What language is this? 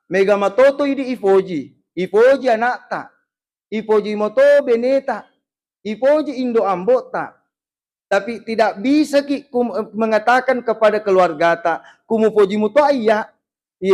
Buginese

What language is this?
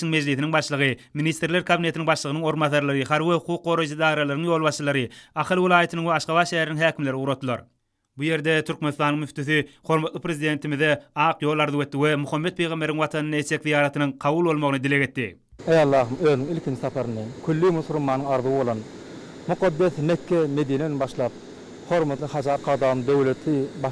Turkmen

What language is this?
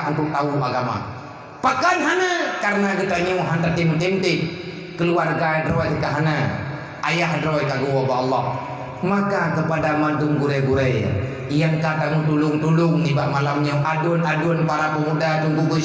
Achinese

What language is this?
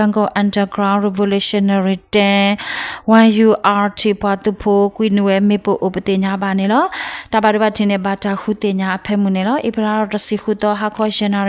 S'gaw Karen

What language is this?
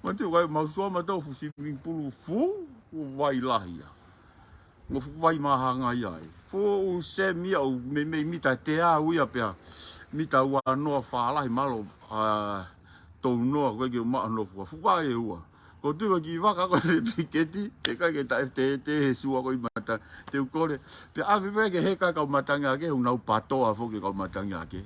Tongan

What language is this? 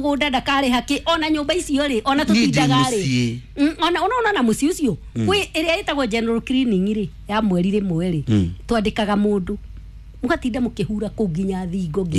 Kikuyu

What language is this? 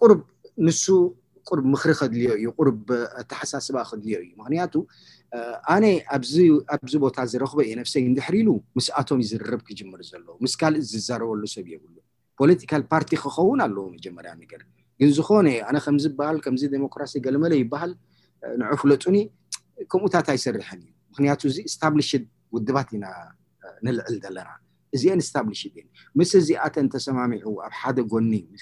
Tigrinya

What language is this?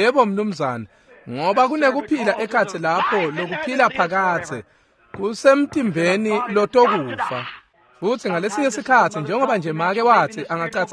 Swati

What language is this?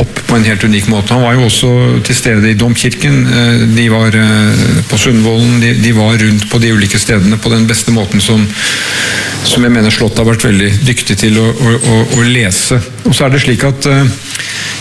Norwegian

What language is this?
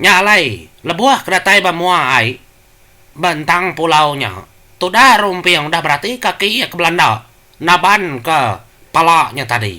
Iban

